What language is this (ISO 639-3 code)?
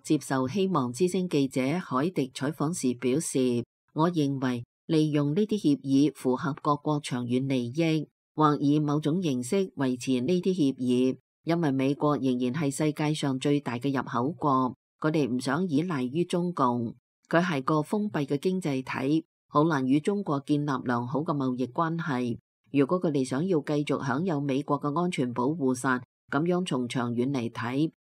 yue